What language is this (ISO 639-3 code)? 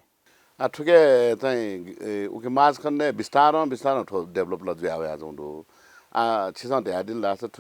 new